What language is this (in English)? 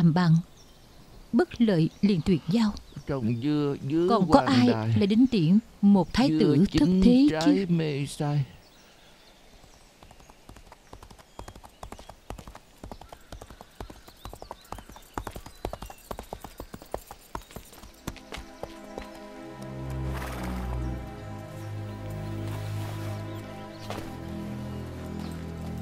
Vietnamese